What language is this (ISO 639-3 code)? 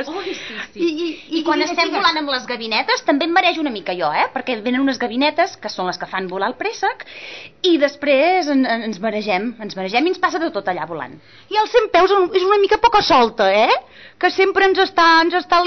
cat